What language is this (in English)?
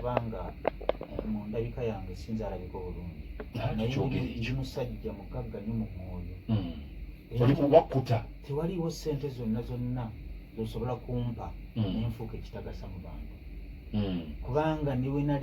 Ganda